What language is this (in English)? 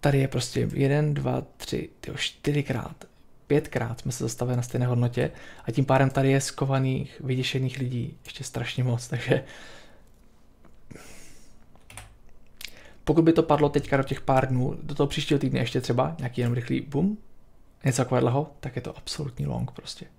Czech